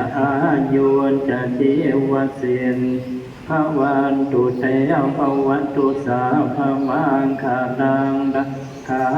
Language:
Pali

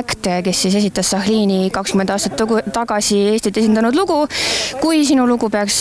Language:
Estonian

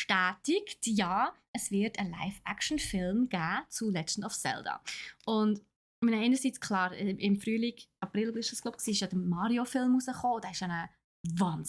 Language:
Swiss German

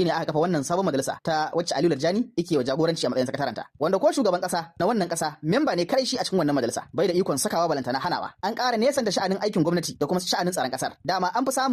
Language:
Hausa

